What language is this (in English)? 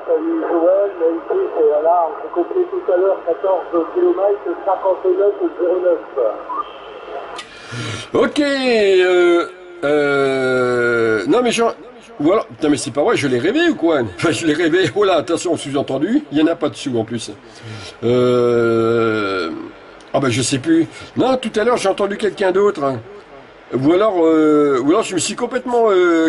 French